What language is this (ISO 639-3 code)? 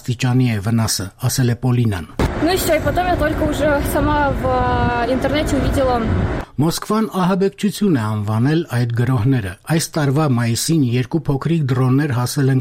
hye